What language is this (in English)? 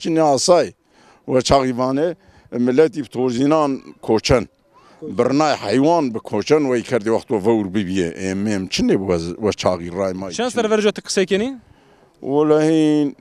Zaza